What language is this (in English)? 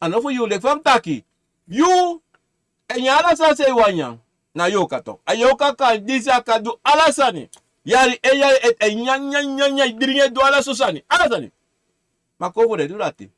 Sranan Tongo